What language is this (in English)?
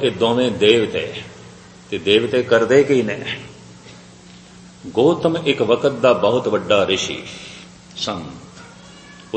Punjabi